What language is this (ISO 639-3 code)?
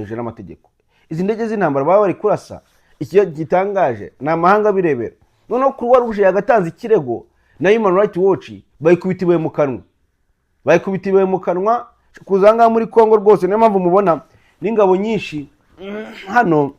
kin